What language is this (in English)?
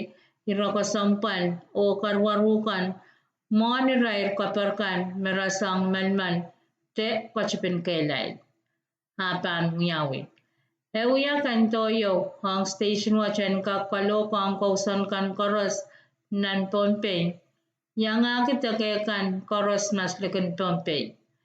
Pohnpeian